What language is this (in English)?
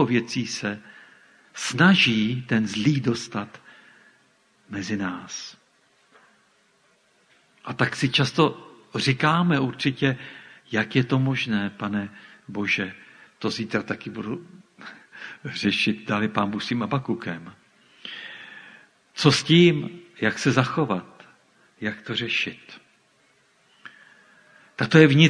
Czech